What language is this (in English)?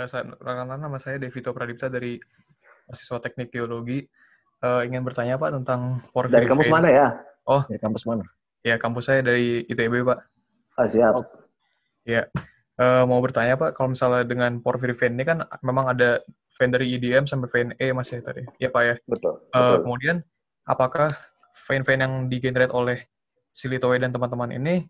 Indonesian